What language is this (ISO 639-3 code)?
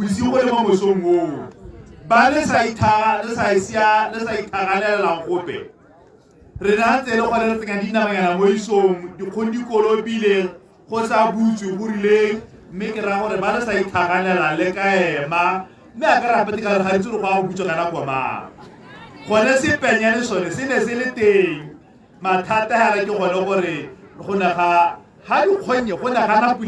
tsn